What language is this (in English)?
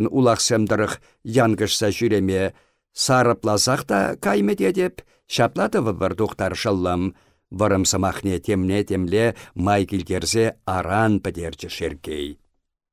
Chuvash